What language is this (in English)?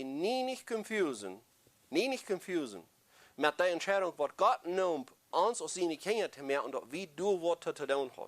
Plautdietsch